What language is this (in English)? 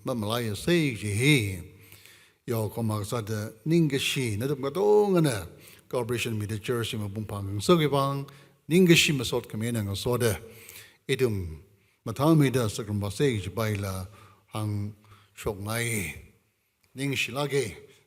Tangkhul Naga (India)